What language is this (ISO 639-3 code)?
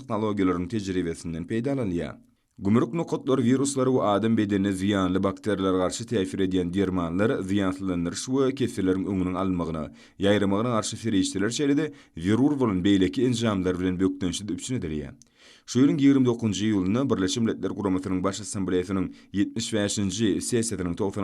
tuk